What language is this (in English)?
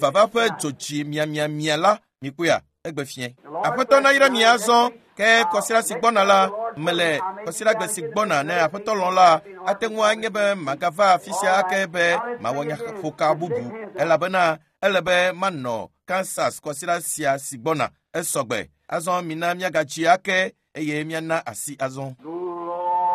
Ewe